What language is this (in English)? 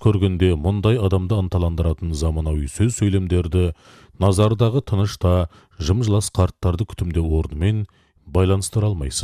Kazakh